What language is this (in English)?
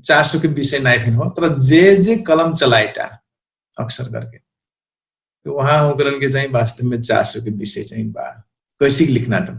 Dangaura Tharu